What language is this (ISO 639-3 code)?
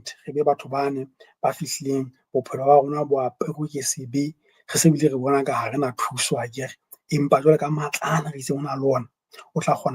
sot